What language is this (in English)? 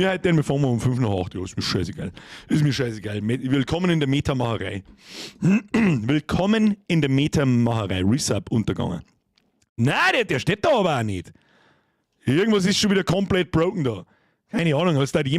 Bavarian